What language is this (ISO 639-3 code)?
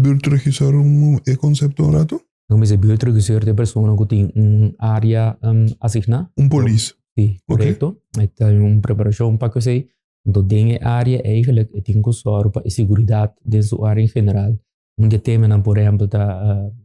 pap